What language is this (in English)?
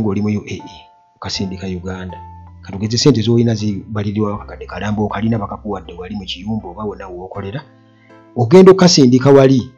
Ganda